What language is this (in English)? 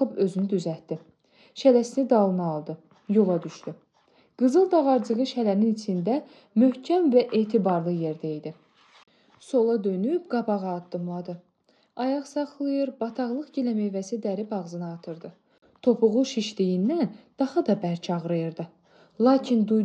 Azerbaijani